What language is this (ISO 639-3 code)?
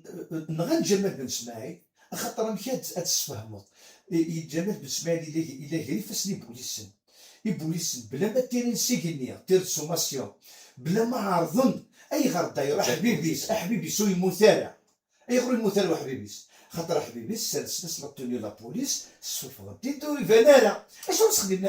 kab